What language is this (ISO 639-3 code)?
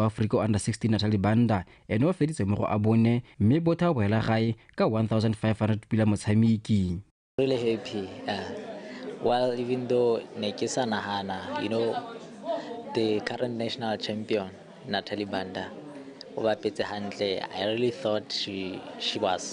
tsn